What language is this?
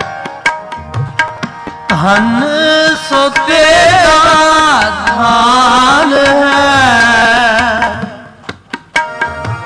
Punjabi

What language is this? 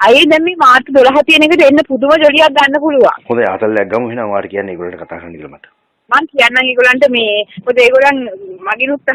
Sinhala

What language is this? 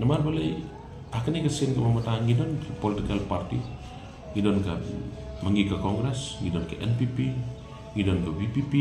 Khasi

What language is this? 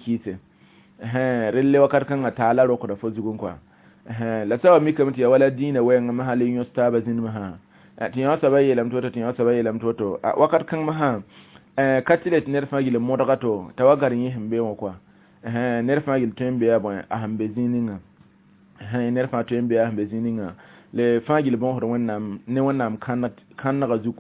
Mossi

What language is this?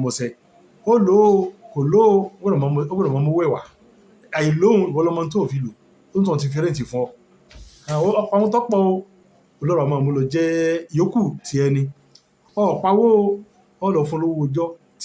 Yoruba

